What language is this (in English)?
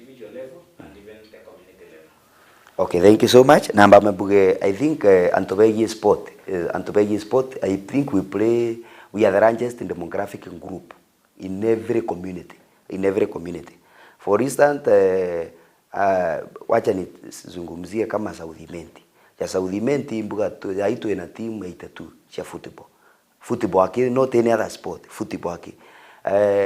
Meru